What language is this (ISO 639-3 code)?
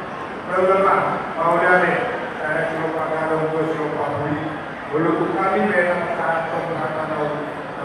bbc